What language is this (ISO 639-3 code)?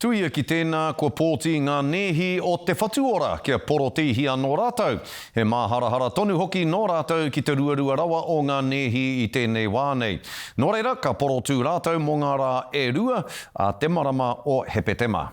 mri